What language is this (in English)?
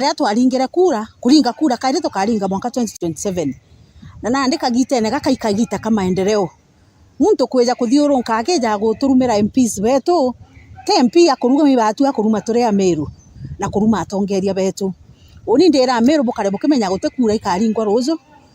Meru